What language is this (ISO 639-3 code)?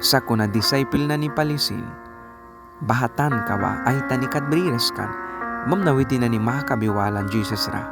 miq